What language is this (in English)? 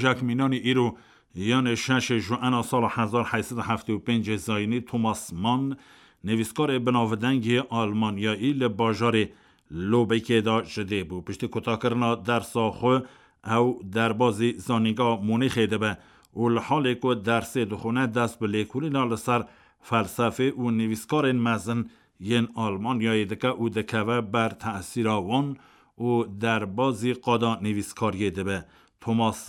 Kurdish